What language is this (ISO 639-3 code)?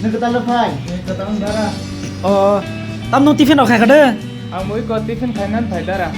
trp